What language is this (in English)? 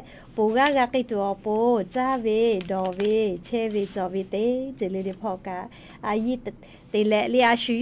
Lahu